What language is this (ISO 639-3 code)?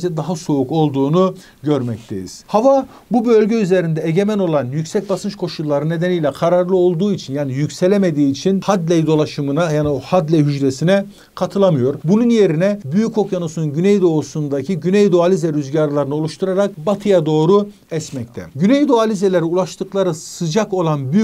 tur